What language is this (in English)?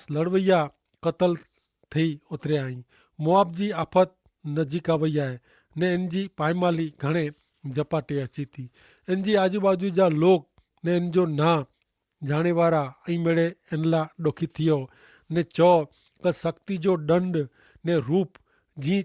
Kachhi